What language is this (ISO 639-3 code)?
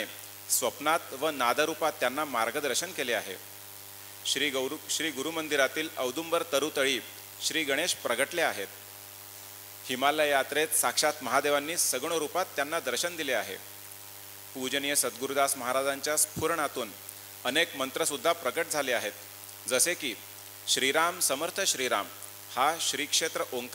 mar